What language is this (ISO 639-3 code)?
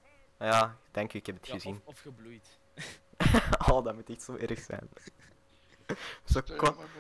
nld